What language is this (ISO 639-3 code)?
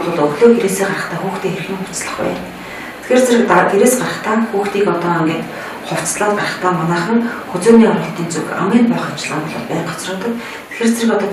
mon